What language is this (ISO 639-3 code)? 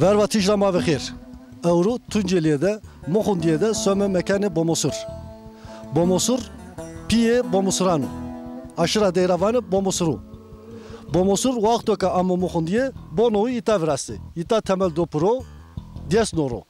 zza